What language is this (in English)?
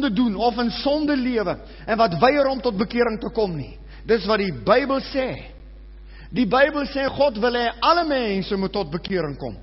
Afrikaans